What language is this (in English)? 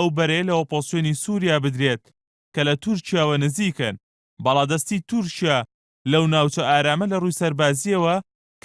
Central Kurdish